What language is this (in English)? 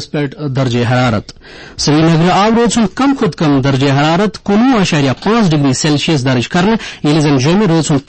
Kashmiri